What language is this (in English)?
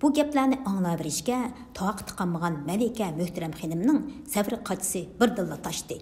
Uyghur